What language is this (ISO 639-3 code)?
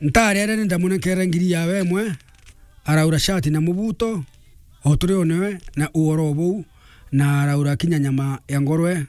mer